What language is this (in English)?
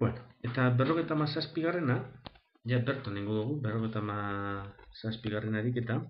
Basque